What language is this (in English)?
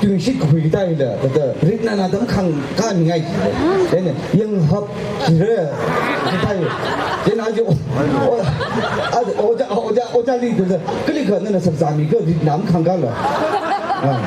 Tangkhul Naga (India)